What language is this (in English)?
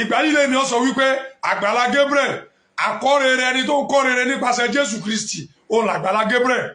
Yoruba